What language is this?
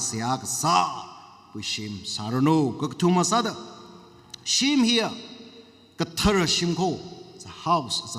Tangkhul Naga (India)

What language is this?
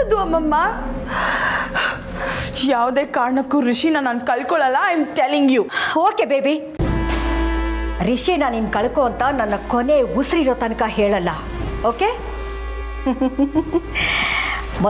Kannada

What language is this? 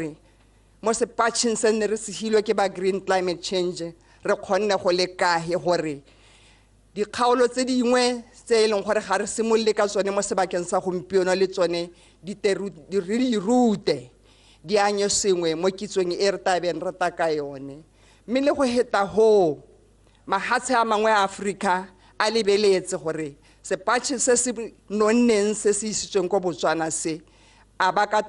Tswana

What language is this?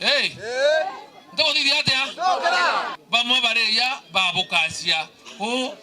Meru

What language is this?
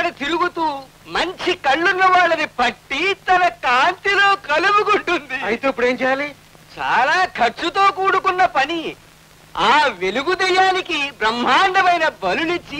Telugu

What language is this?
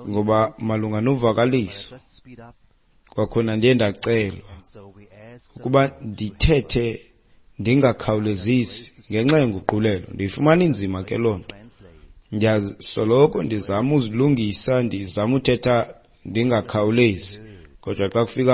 Xhosa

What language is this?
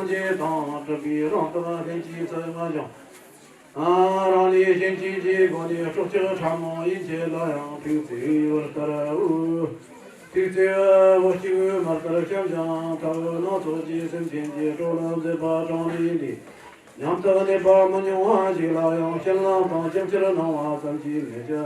Tibetan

